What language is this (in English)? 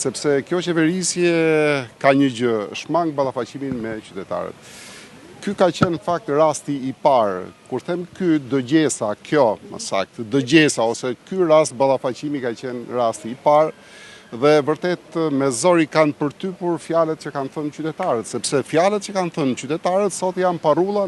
Albanian